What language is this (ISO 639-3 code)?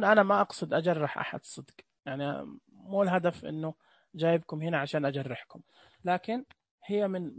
ars